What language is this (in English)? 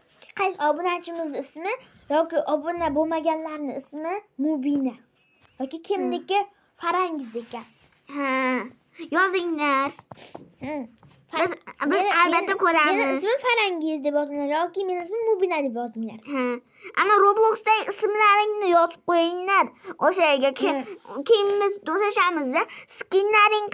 Uzbek